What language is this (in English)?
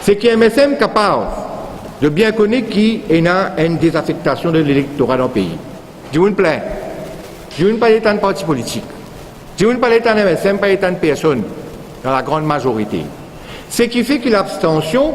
Morisyen